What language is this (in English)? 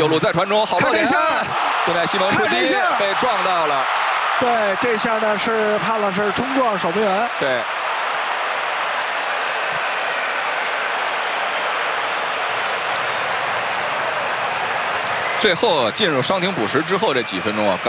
Chinese